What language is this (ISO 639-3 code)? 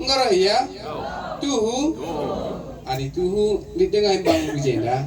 btx